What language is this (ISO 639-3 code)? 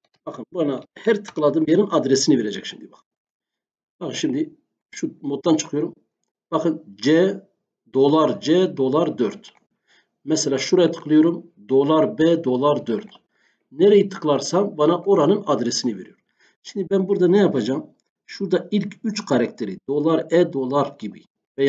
tur